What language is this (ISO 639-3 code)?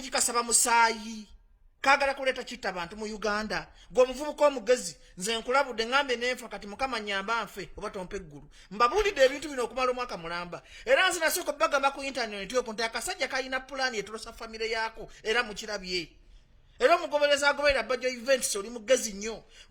lug